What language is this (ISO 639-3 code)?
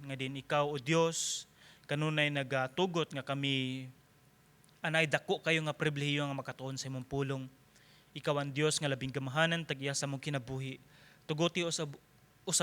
ceb